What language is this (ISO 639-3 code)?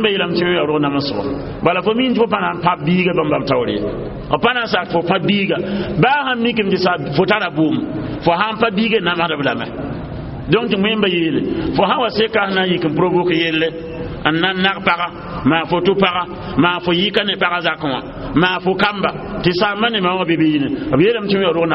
mos